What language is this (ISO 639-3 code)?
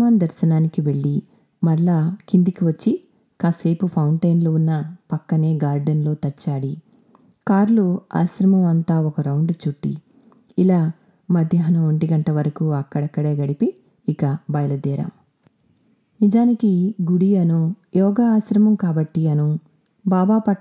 tel